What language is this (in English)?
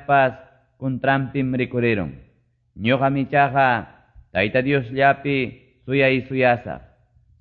Quechua